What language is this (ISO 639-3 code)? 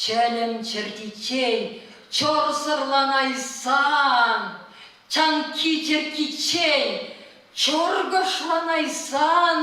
chv